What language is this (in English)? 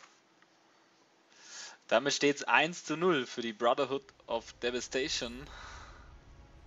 German